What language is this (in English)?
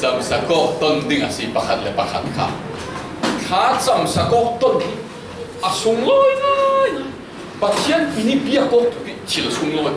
Falam Chin